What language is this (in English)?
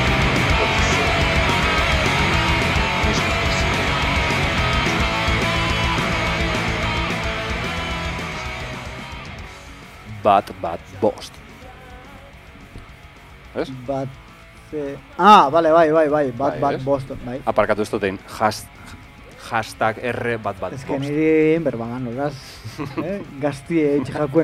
Basque